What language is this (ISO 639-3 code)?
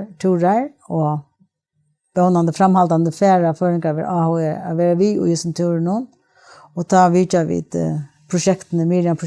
fao